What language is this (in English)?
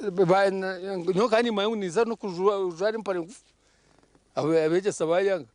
Nyankole